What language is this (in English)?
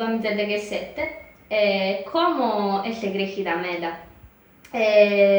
Sardinian